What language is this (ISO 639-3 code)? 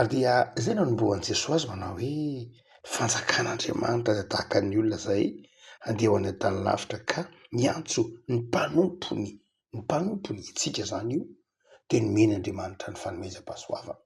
mlg